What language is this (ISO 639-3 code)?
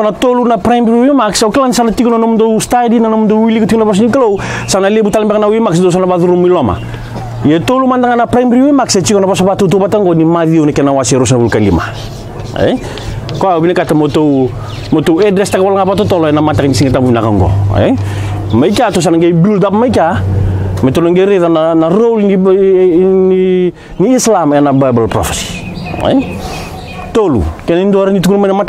fij